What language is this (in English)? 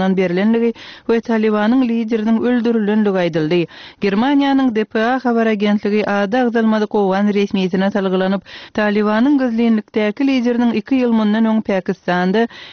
Turkmen